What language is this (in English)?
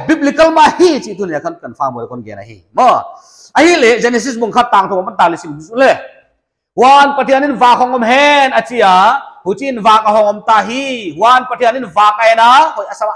Paite Chin